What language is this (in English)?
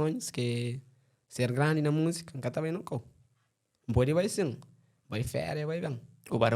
Kabuverdianu